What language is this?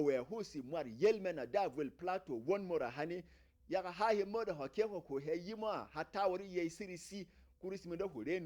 Berom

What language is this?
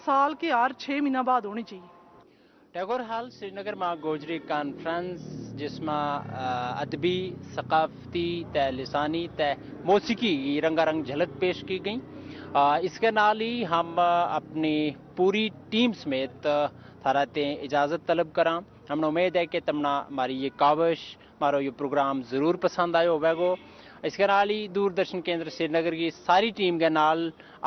Gujari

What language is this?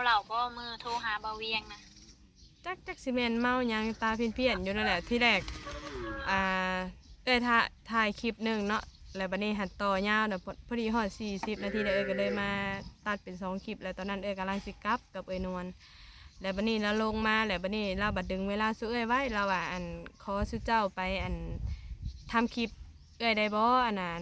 Lao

